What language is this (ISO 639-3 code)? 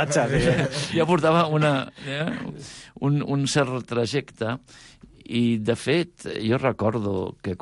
cat